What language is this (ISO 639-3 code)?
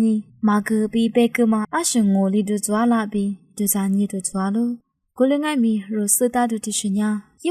lis